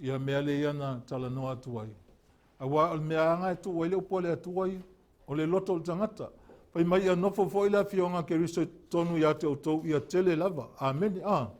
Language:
Samoan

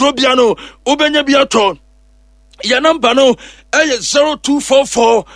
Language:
Akan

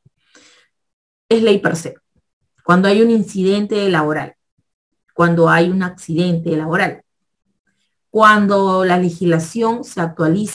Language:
Spanish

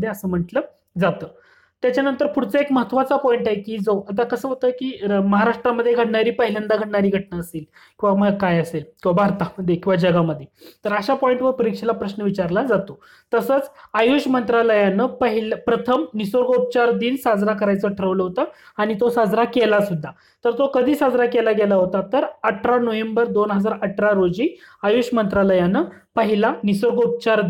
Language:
Marathi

